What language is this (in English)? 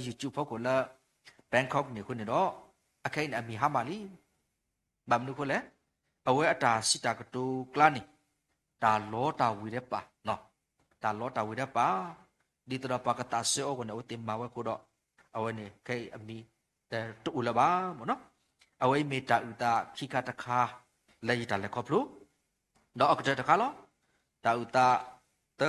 S'gaw Karen